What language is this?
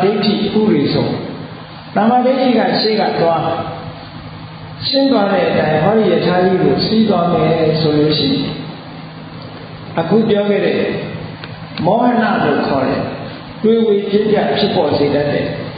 Burmese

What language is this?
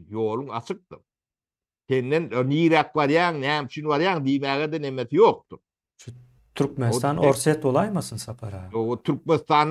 Turkmen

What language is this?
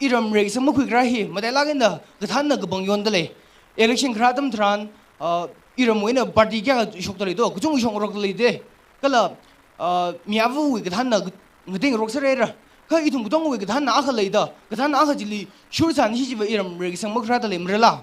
Tangkhul Naga (India)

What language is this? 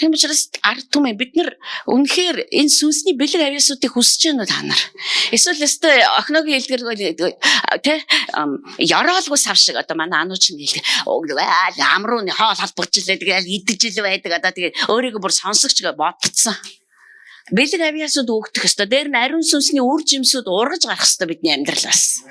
Mongolian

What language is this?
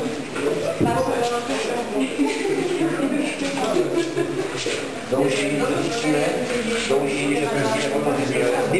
Slovak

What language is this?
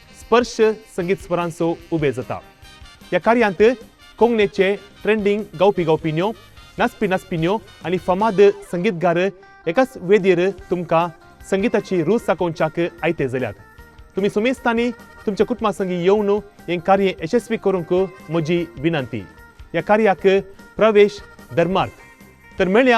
Konkani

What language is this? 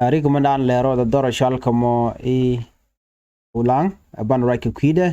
Nuer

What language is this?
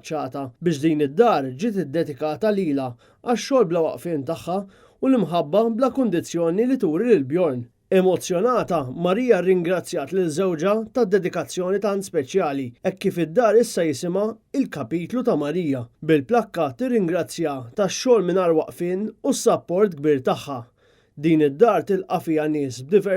Maltese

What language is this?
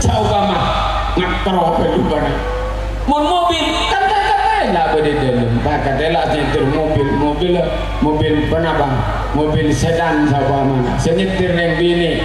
Madurese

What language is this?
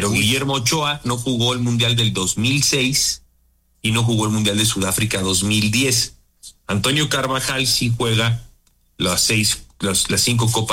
Spanish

